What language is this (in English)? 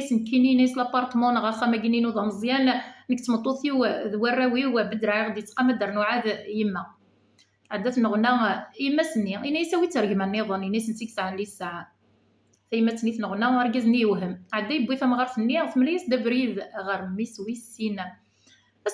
Kabyle